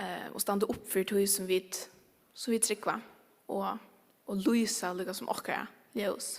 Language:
Faroese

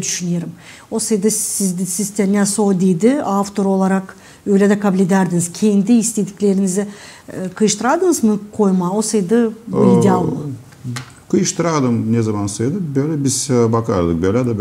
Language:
Gagauz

